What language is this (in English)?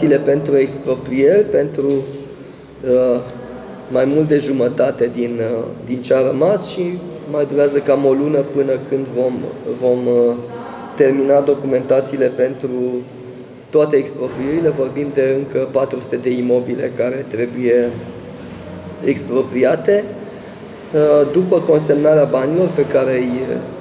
Romanian